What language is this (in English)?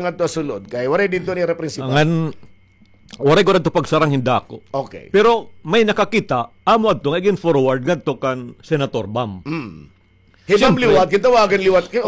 Waray